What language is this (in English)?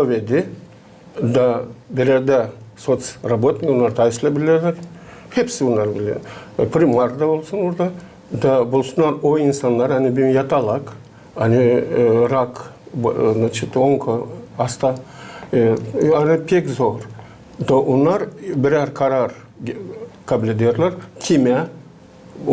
Gagauz